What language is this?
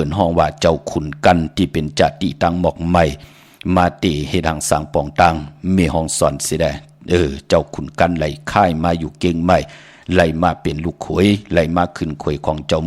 Shan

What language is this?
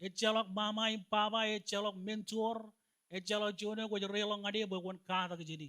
Marshallese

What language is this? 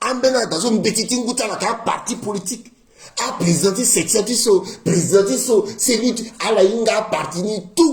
Sango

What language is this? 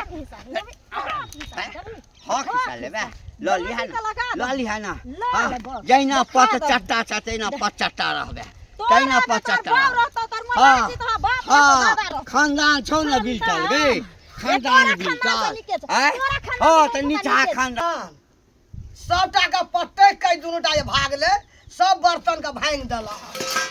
Maithili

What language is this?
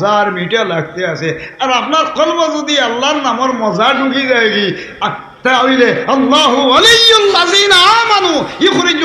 Sylheti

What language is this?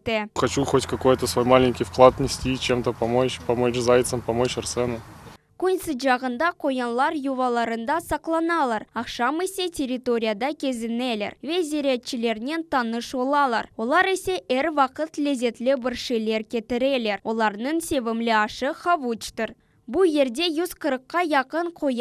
Crimean Tatar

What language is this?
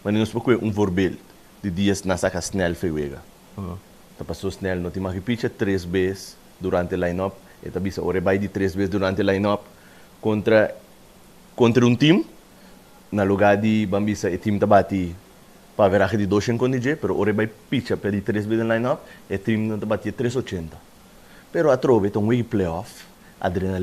Papiamento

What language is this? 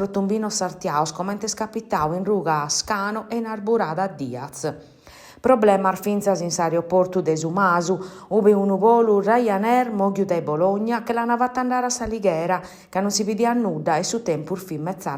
Sardinian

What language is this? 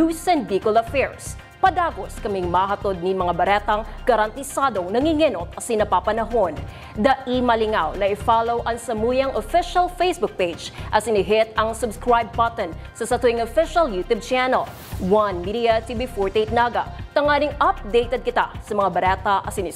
Bikol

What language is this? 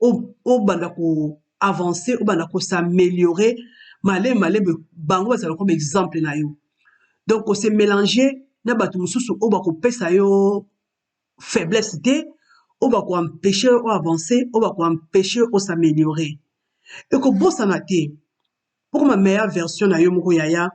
Lingala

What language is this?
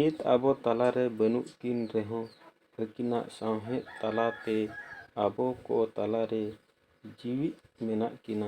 Santali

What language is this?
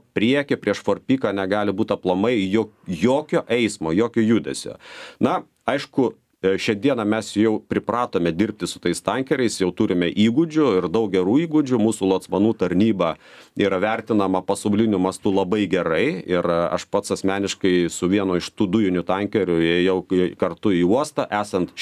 Lithuanian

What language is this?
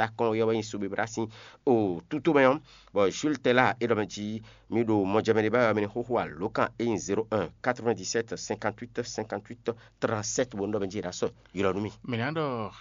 Fon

